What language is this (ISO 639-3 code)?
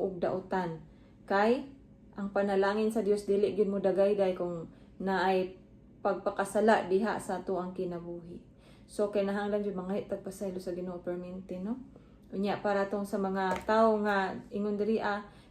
ceb